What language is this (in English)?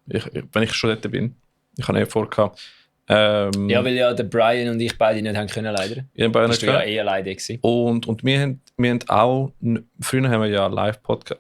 Swiss German